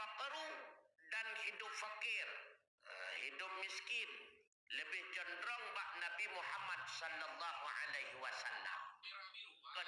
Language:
Achinese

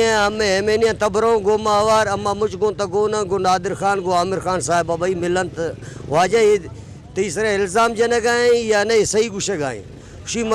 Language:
Baluchi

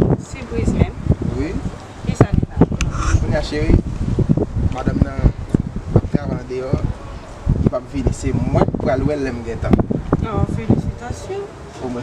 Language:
Haitian Creole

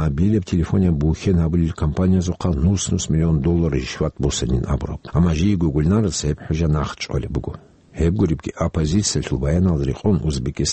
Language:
Avaric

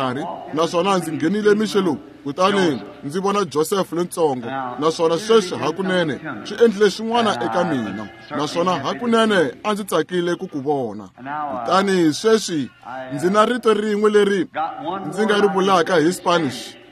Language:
Tsonga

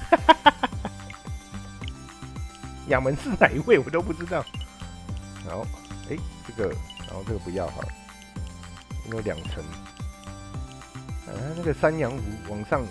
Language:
Chinese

